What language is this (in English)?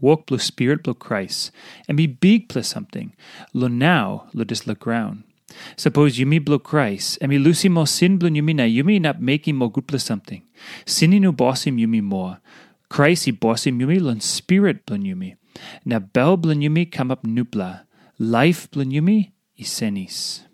Tok Pisin